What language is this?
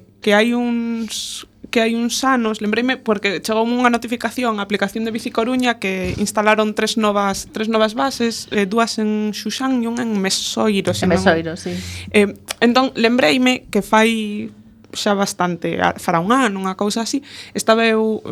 Galician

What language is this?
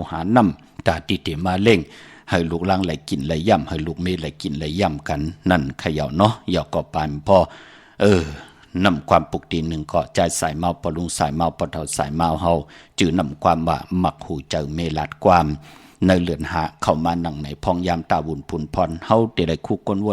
Shan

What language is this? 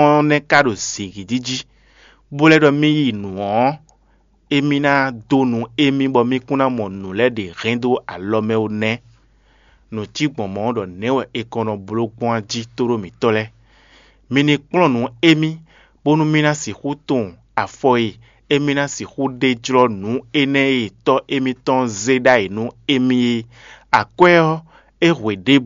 Fon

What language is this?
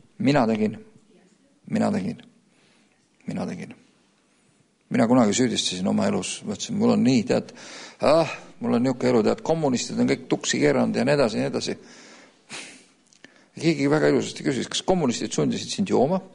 Estonian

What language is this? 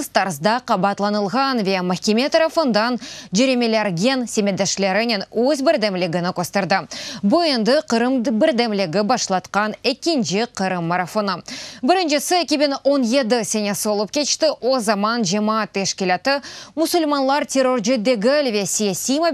Crimean Tatar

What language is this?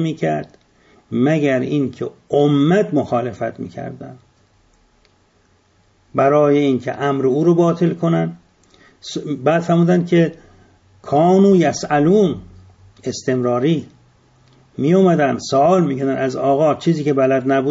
Persian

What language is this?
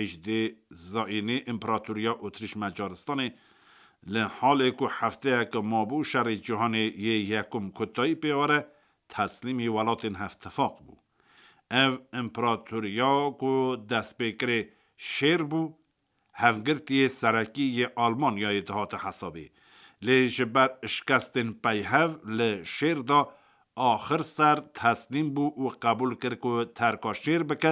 Kurdish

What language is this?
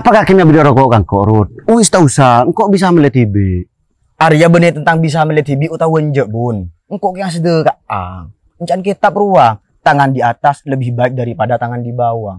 Madurese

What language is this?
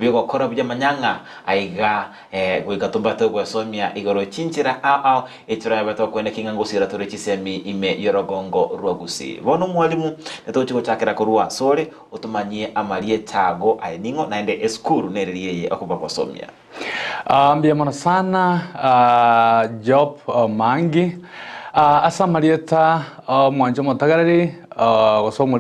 Gusii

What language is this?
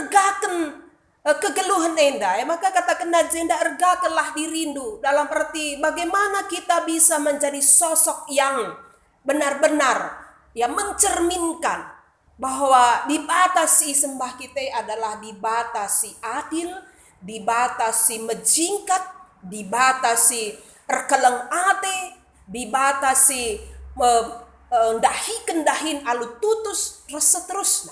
Batak Karo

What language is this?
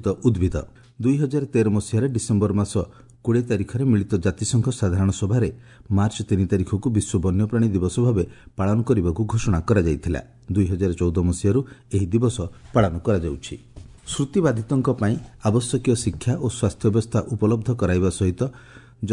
Odia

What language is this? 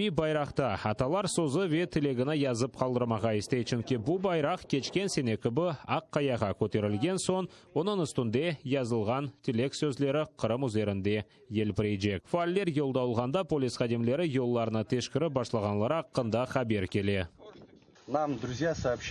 Crimean Tatar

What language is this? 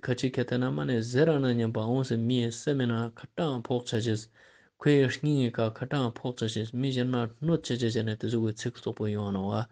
Ladakhi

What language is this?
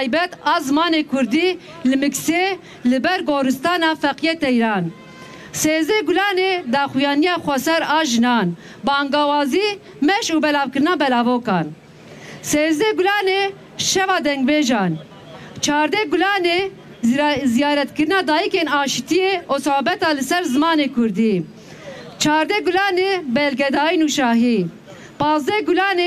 Kurdish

